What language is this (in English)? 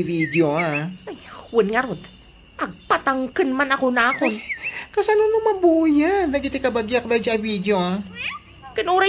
Iloko